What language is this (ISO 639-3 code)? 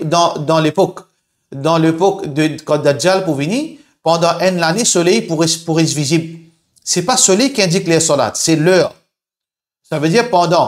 mfe